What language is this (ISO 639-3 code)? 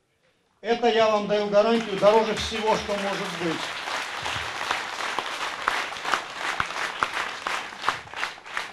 rus